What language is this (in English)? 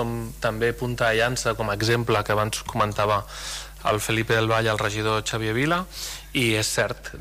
Catalan